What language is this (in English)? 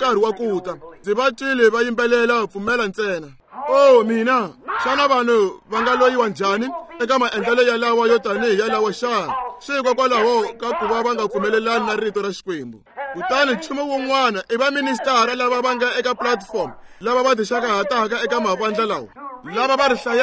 Tsonga